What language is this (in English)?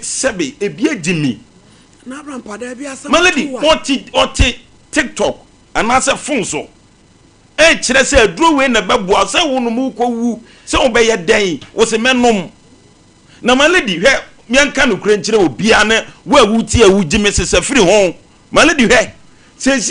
Akan